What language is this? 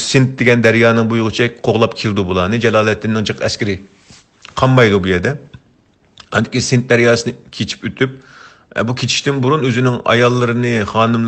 Uyghur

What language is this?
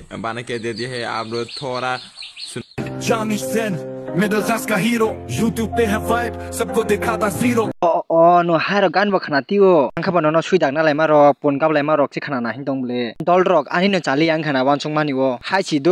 Kok Borok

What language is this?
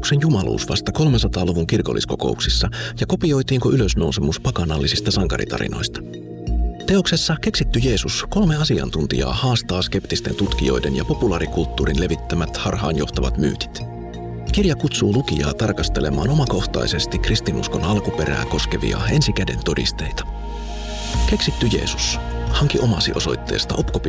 Finnish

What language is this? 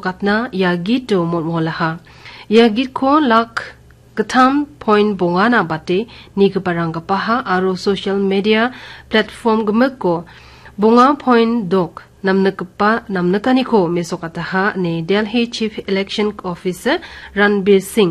Garo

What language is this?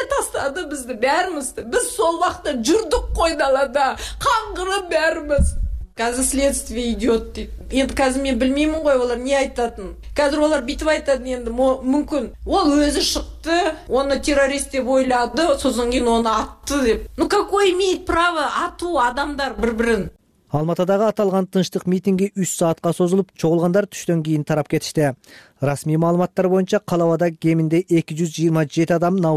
Kyrgyz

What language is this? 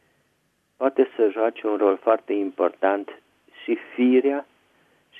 Romanian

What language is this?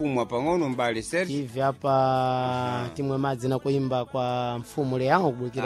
Sena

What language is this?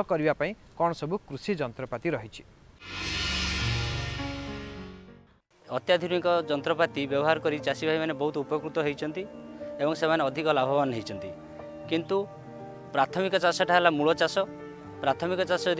Odia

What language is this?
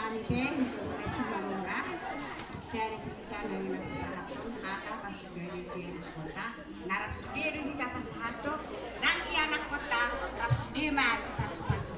Batak Toba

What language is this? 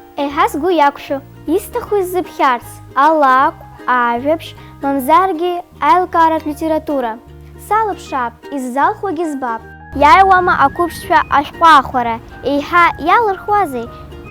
Abkhazian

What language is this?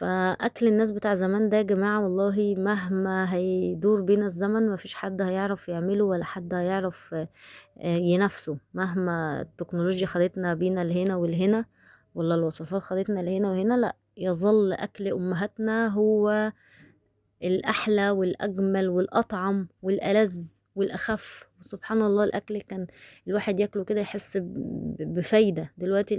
Egyptian Arabic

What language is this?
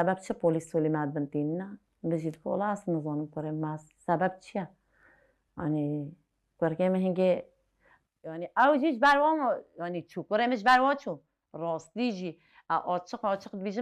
Kurdish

